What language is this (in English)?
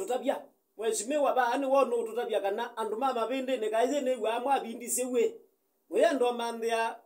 Kamba